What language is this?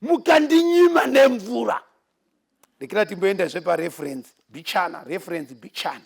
Shona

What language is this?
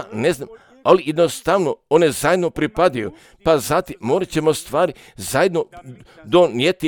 Croatian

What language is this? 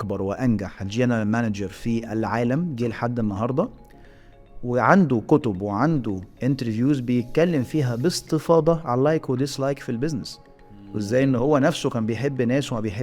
Egyptian Arabic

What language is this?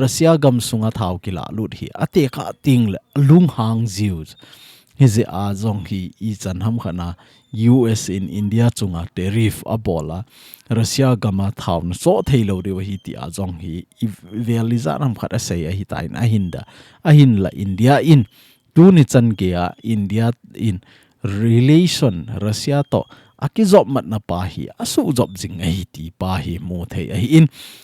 Thado Chin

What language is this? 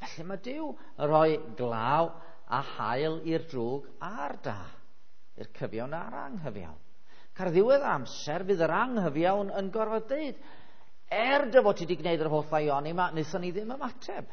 Welsh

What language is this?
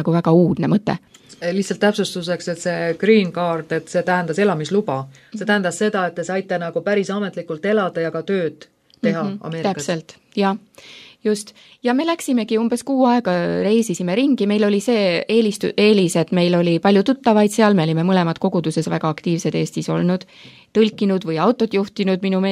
Estonian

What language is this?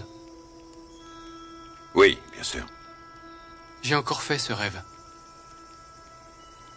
French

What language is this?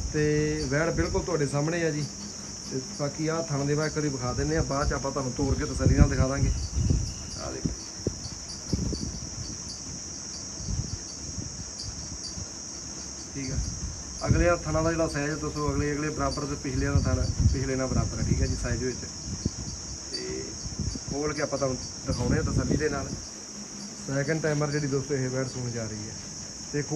Punjabi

